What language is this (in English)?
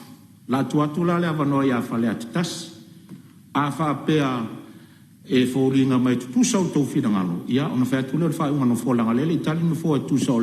Samoan